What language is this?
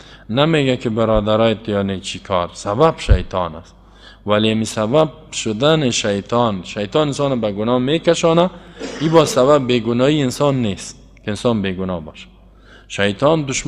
Persian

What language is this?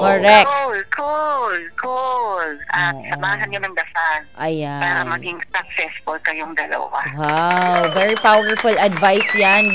Cebuano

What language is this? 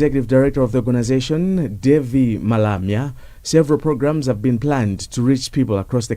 English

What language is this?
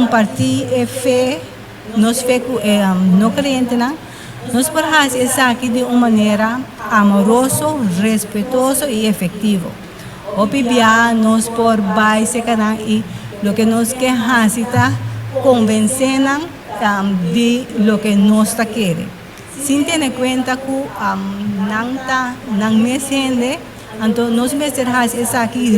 Papiamento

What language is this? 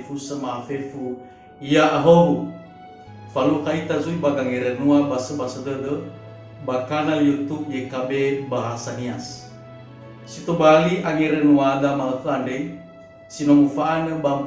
Nias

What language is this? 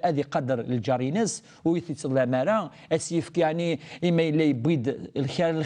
Kabyle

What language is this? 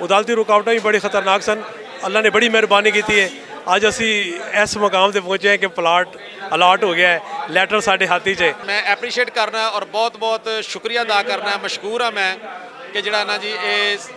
Western Panjabi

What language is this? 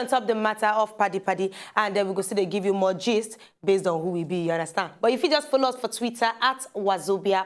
Nigerian Pidgin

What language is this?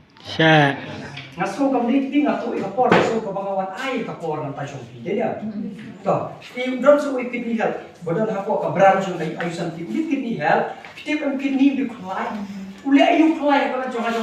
Khasi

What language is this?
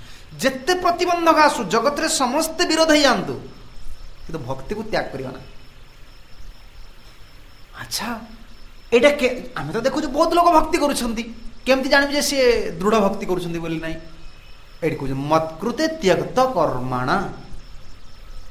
Odia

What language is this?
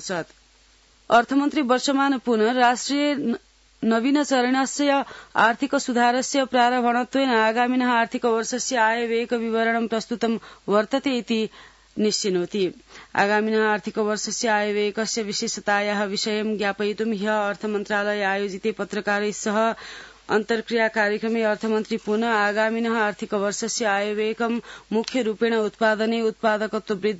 Sanskrit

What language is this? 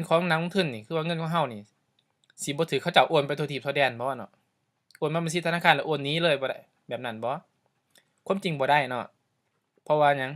Lao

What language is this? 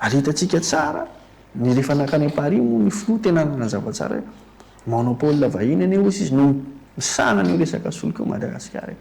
Malagasy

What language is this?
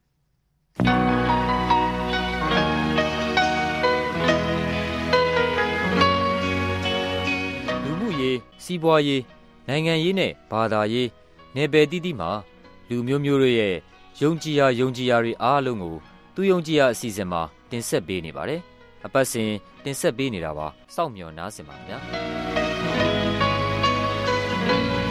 Burmese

